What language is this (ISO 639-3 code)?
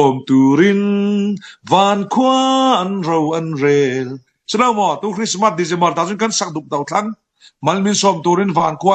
cfm